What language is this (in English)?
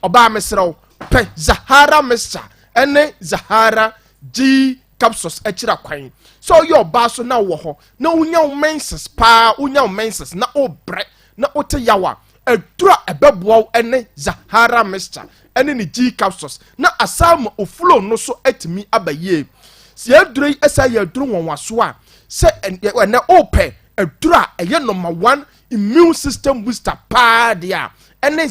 Akan